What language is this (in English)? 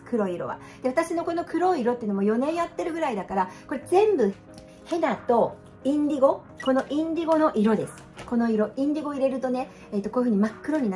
Japanese